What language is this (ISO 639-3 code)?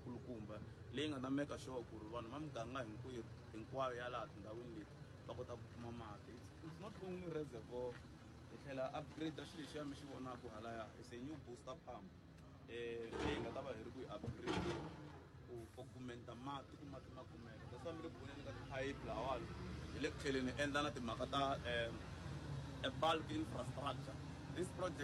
tso